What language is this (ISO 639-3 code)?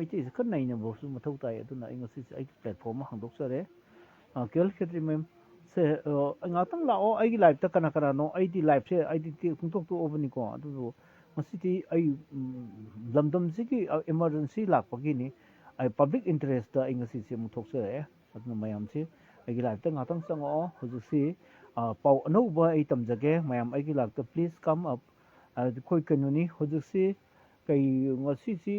mni